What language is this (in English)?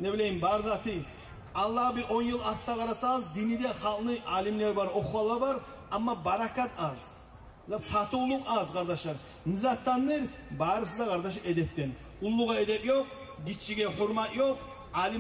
Kumyk